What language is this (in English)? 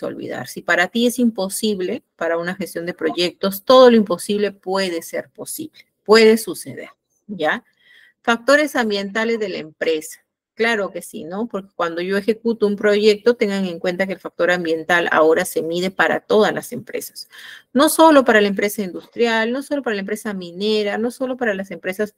Spanish